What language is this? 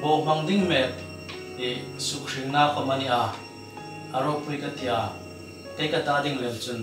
Hmar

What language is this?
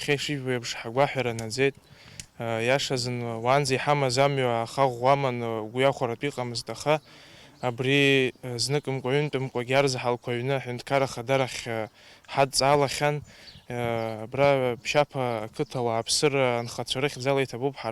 Abkhazian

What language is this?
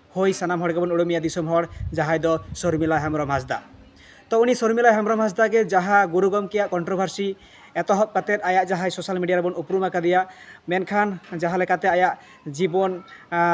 Santali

